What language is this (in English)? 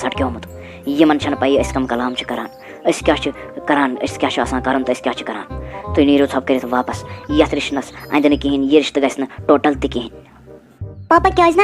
Kashmiri